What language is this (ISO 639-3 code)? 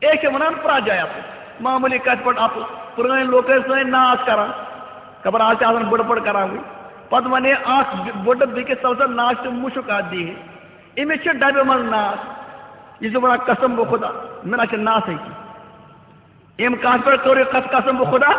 kas